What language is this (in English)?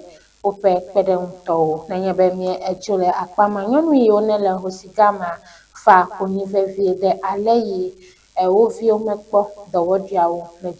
Ewe